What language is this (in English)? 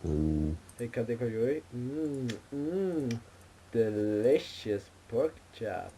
Faroese